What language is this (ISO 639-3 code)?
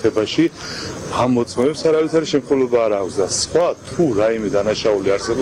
kat